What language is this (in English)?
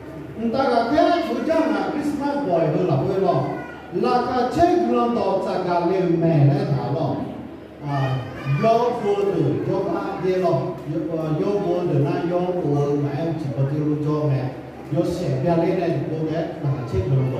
Akha